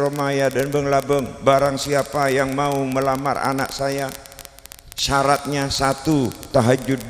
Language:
Madurese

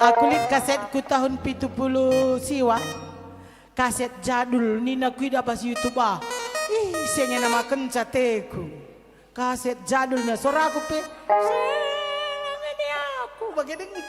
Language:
Batak Karo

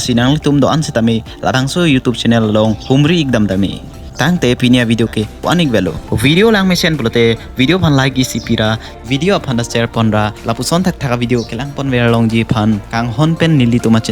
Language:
Karbi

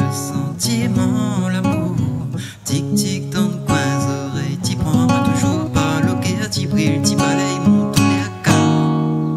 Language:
Réunion Creole French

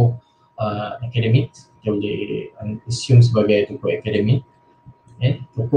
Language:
Malay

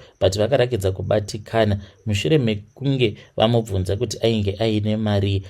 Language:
Shona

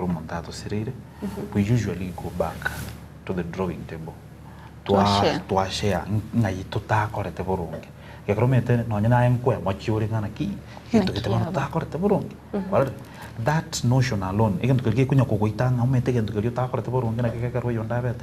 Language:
Gusii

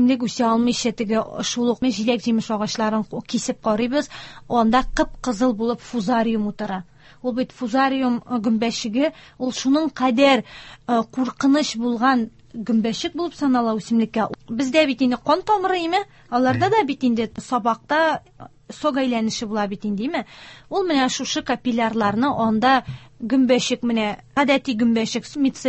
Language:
Tatar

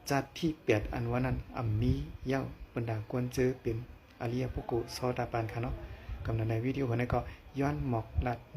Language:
Shan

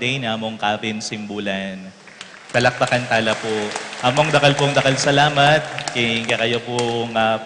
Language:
Pampanga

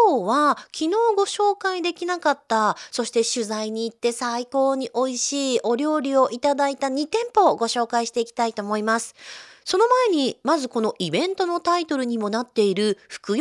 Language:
Japanese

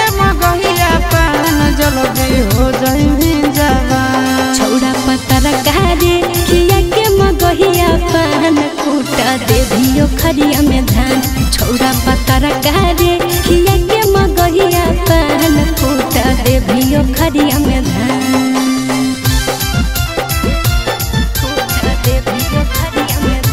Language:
Magahi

